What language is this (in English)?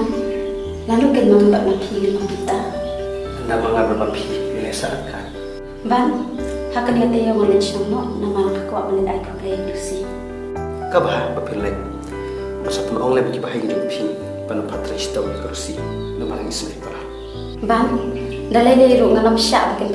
Khasi